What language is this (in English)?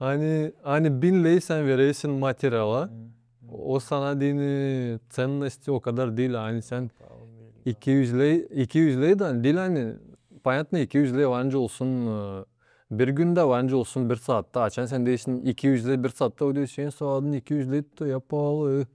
Gagauz